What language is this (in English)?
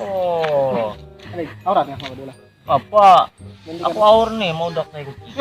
Banjar